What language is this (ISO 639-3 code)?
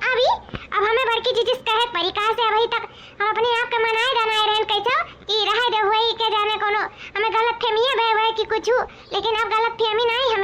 awa